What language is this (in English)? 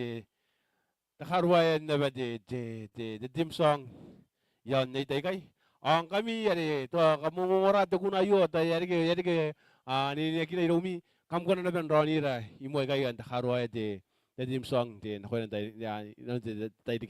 Gilbertese